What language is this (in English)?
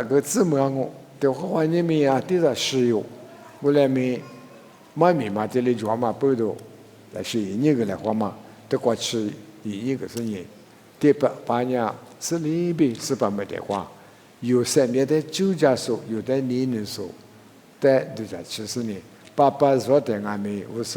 Lisu